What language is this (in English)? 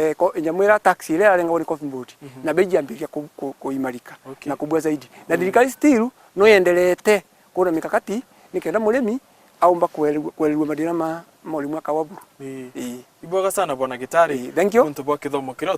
Meru